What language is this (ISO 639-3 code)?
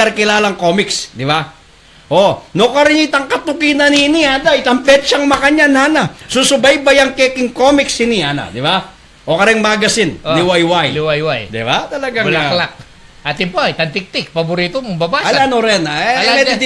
pam